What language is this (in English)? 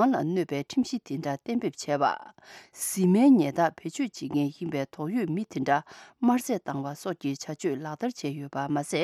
Tibetan